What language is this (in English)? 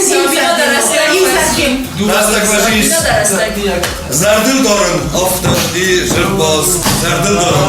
Ossetic